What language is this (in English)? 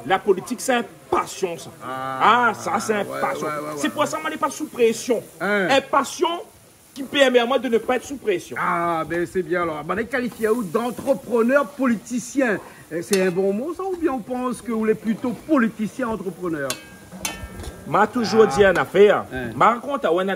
Réunion Creole French